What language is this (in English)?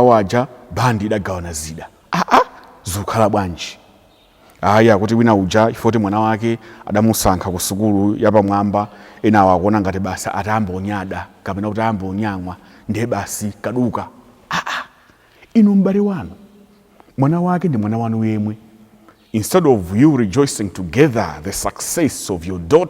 Nyanja